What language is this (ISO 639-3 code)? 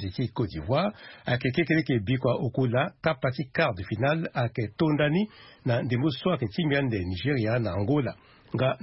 sag